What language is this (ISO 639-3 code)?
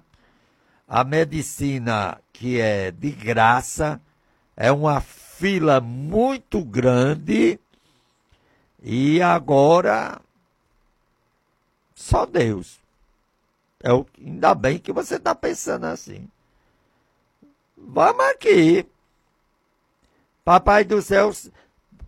por